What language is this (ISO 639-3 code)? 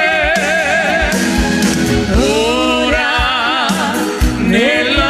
ita